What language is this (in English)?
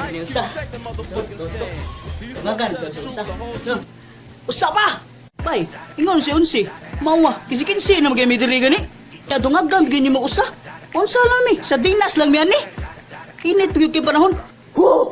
Cebuano